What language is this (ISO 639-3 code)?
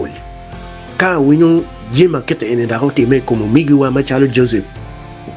ach